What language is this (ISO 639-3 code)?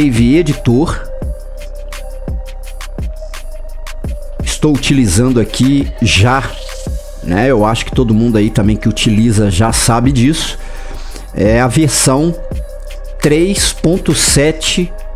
por